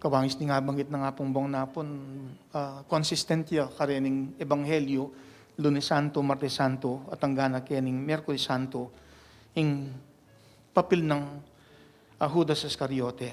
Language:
Pampanga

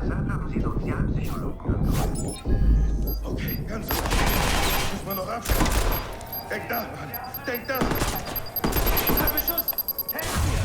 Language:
Bavarian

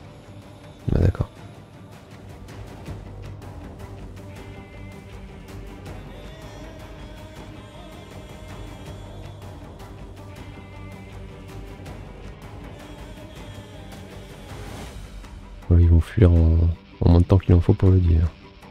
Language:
French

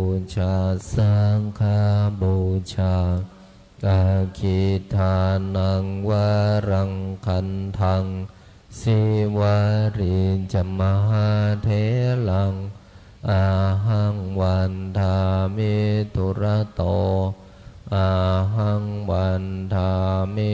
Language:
Pali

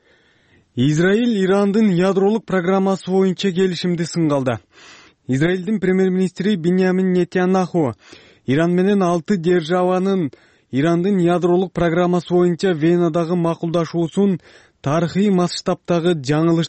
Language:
Kyrgyz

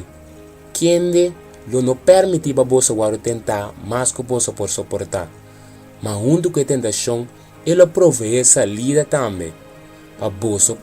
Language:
Papiamento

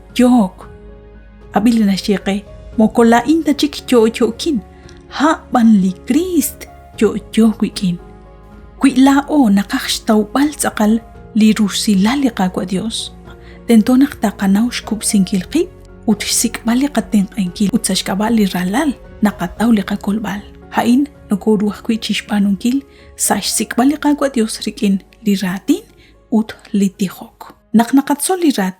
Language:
Kekchí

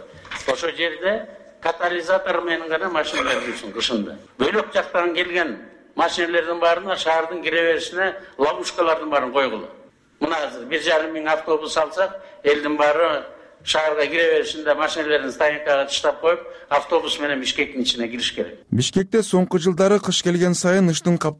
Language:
Kyrgyz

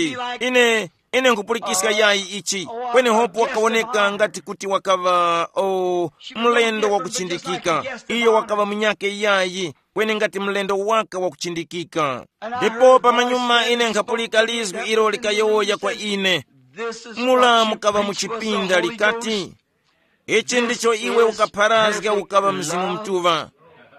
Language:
Tumbuka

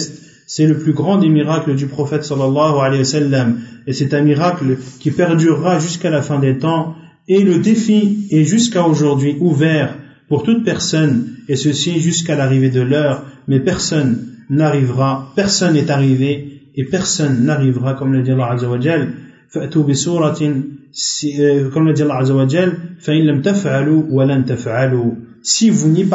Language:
French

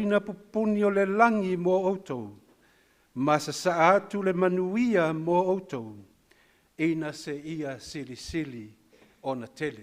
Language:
Samoan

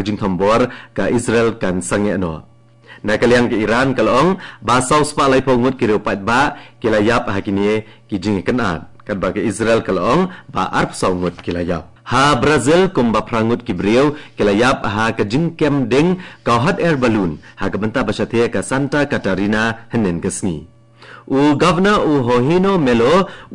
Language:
Khasi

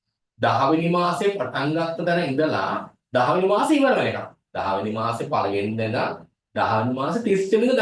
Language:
Sinhala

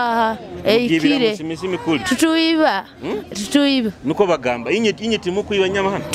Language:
Nyoro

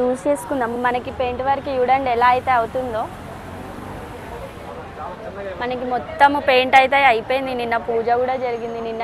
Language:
Telugu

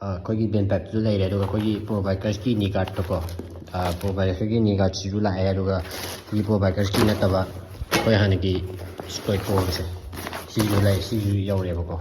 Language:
Manipuri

